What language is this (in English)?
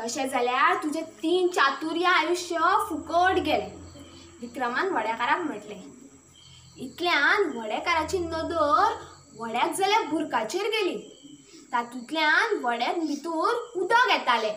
Konkani